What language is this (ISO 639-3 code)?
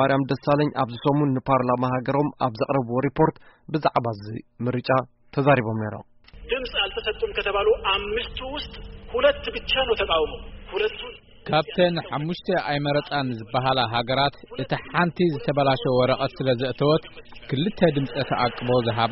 tir